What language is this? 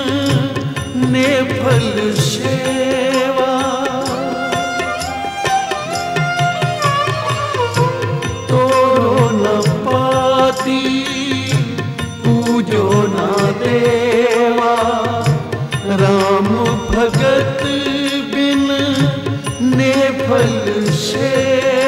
Punjabi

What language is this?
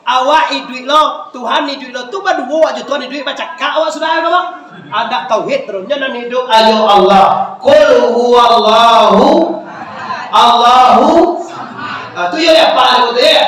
Minangkabau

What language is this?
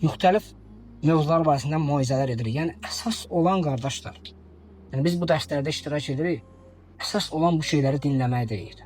Azerbaijani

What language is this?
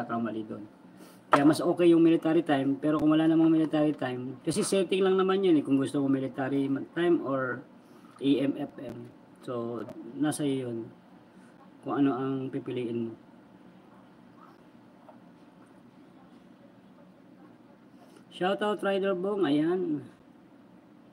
Filipino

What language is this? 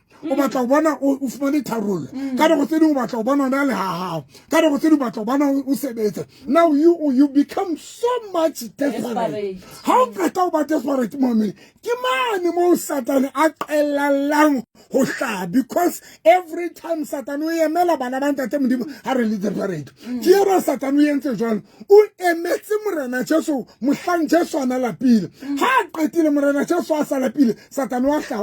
Southern Sotho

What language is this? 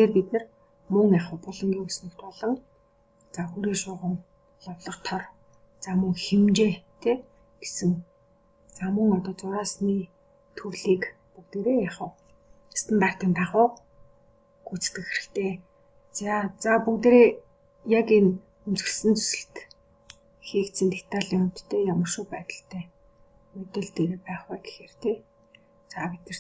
Mongolian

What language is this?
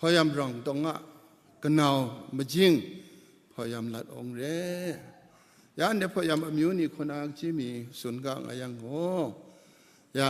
Kachin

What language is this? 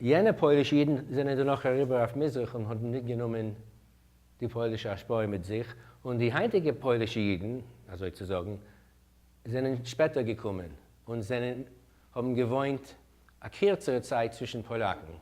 Yiddish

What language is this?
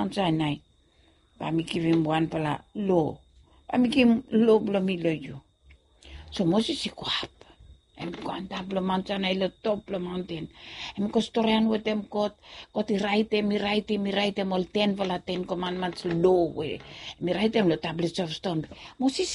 Bislama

